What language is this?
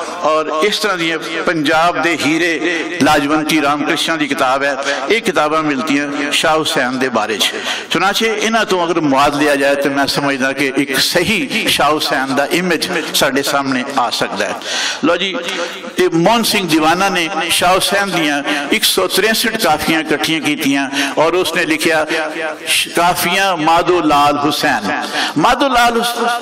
Western Panjabi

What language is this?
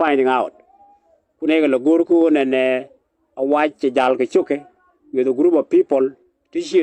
Nuer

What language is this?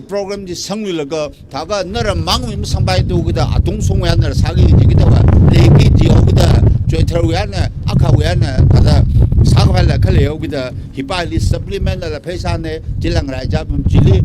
Tangkhul Naga (India)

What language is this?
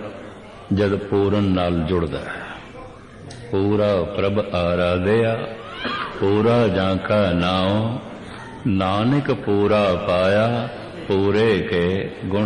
Punjabi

